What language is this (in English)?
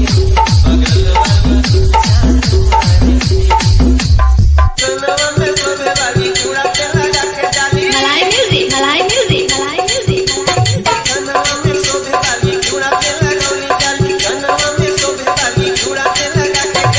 Bhojpuri